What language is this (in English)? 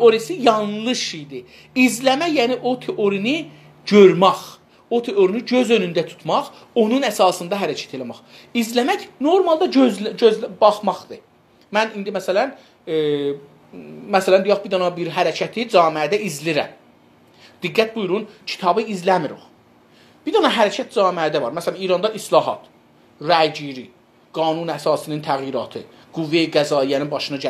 South Azerbaijani